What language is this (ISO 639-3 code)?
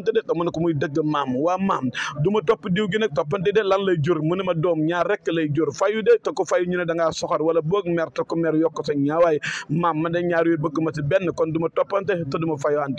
wol